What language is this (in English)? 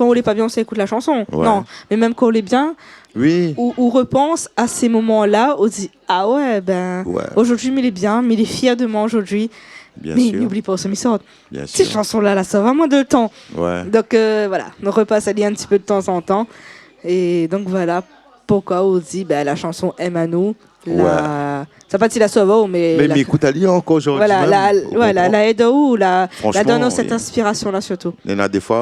Réunion Creole French